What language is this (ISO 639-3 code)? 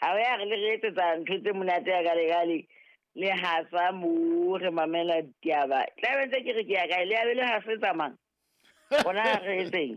sot